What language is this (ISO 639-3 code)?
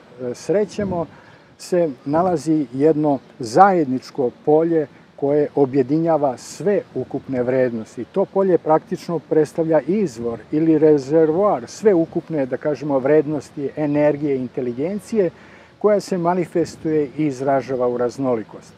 srp